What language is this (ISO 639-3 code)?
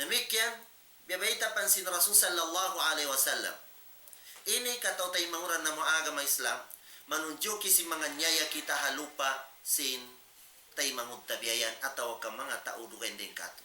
tsg